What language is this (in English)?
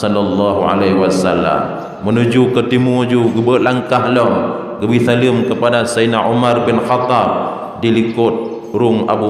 Achinese